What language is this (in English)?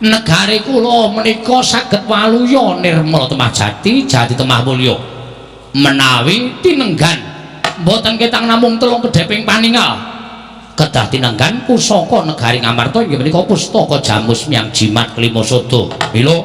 Javanese